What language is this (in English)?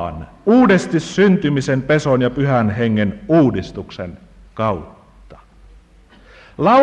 Finnish